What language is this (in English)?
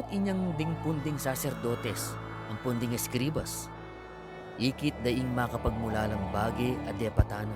Pampanga